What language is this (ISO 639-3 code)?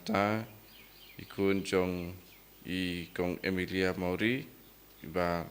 kha